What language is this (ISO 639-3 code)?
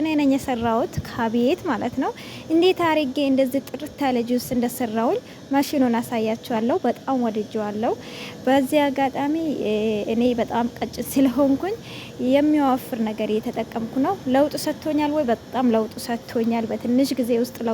amh